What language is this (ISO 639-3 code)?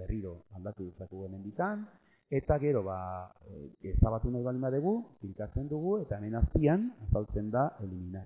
eus